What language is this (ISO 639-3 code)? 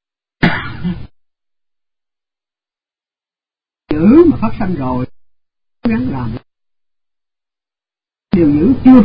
vie